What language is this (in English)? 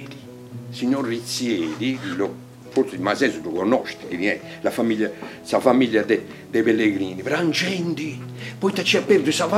Sardinian